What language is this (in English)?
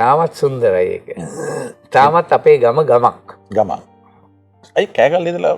Sinhala